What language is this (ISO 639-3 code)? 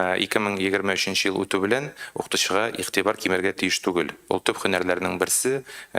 tat